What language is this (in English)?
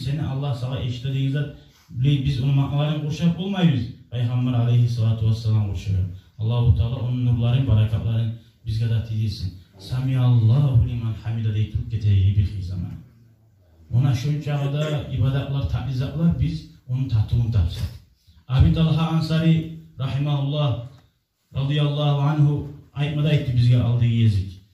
Kumyk